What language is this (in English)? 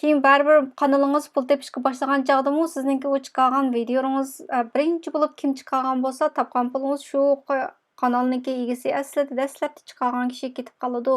Uyghur